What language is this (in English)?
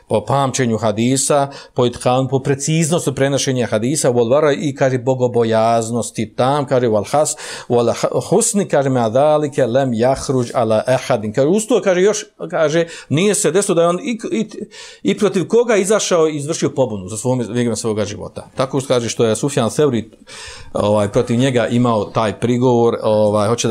Bosnian